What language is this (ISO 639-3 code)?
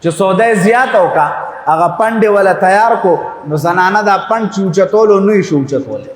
pus